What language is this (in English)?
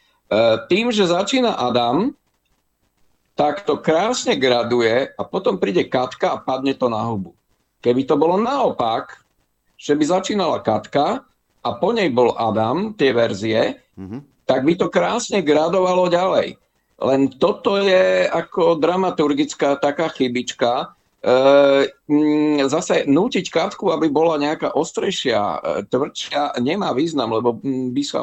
Slovak